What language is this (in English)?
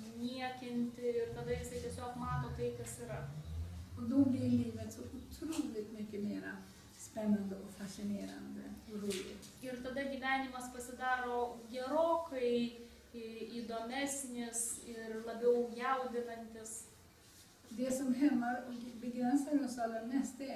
Swedish